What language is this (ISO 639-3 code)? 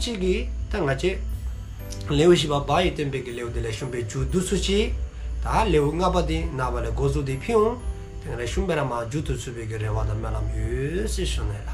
dzo